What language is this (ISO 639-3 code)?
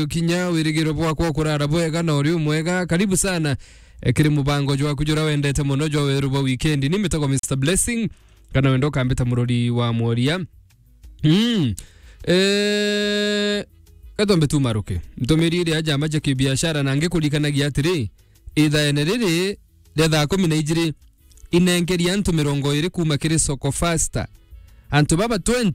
mer